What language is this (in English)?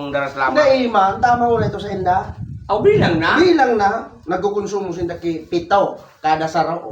Bikol